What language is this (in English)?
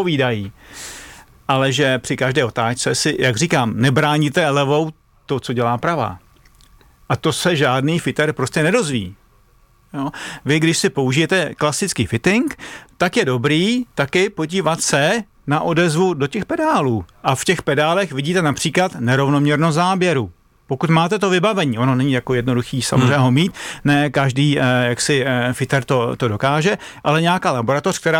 Czech